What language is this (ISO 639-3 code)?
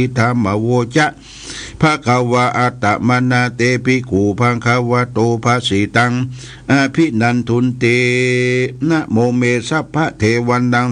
pli